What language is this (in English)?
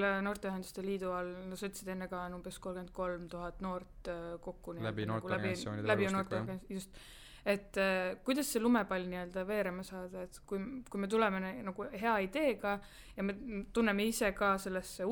Estonian